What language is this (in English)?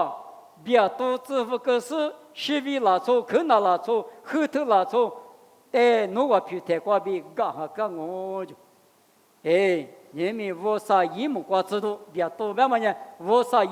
Lisu